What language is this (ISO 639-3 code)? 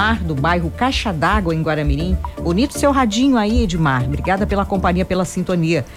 por